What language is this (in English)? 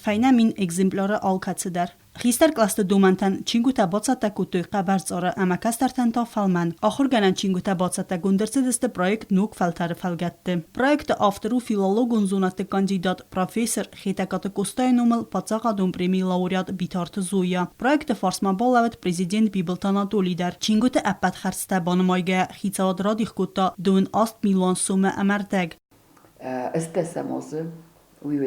Ossetic